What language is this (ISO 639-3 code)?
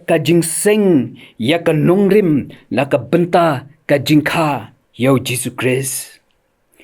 kha